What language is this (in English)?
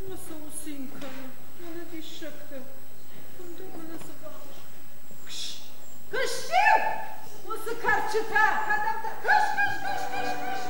Ossetic